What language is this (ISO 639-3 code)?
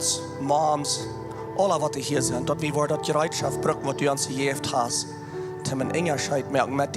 pdt